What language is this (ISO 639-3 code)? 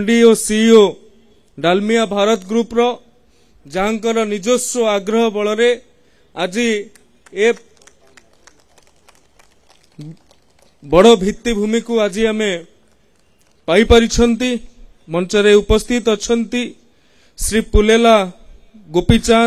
ori